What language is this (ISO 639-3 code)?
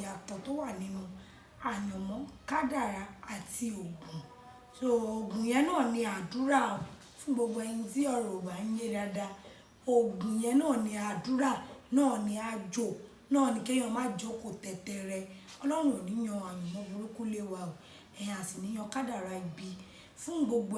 yor